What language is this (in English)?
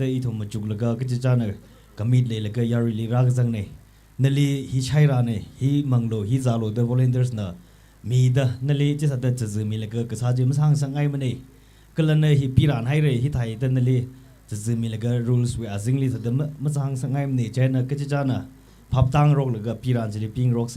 Tangkhul Naga (India)